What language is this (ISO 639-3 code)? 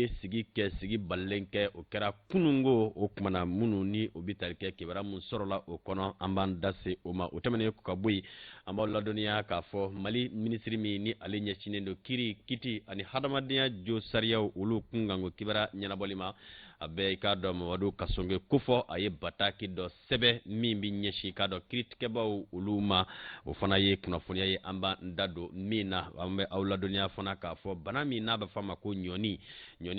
bam